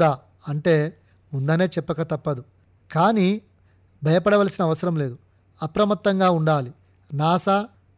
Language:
Telugu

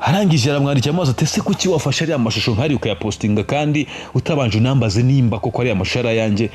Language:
Kinyarwanda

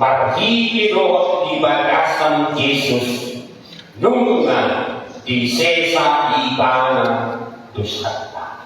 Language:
Batak Toba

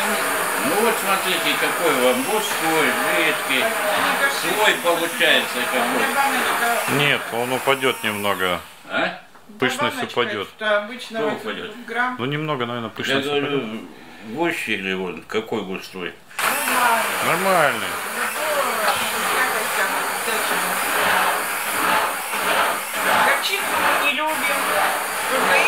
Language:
Russian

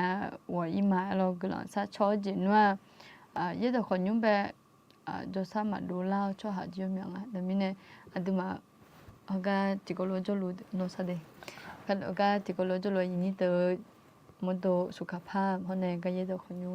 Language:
Akha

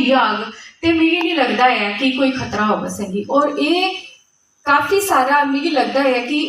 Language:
Dogri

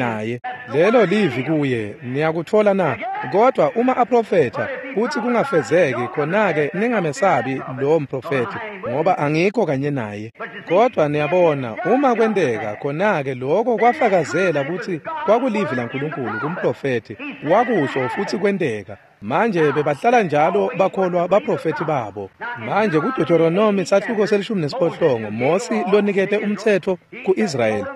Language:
Swati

